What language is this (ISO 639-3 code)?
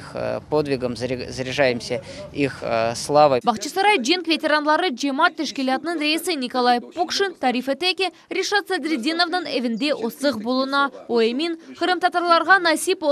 crh